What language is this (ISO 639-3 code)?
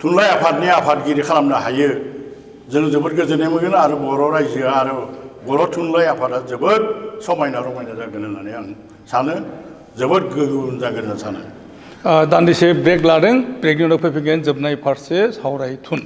brx